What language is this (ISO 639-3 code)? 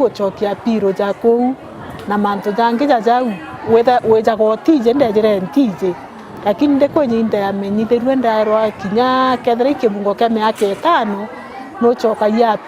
mer